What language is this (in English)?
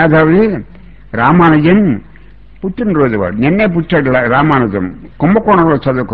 Telugu